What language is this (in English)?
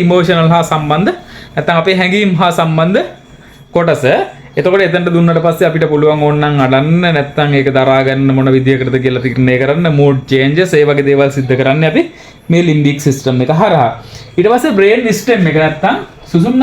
Sinhala